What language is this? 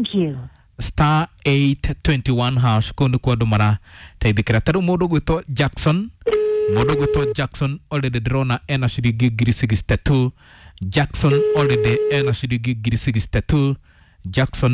Kikuyu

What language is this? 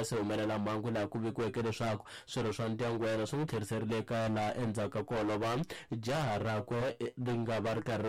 Tsonga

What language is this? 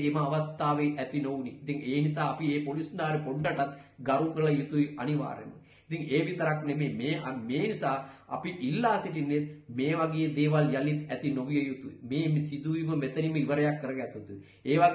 Sinhala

